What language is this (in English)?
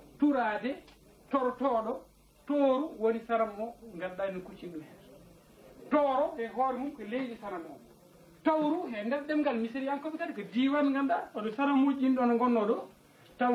Fula